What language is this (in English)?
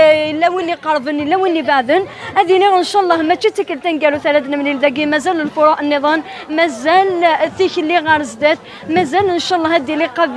Kabyle